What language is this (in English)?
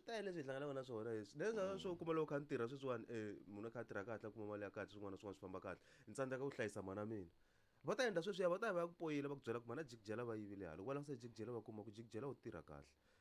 Tsonga